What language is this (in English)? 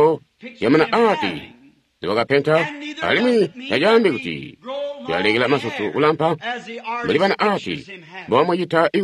Tonga (Zambia)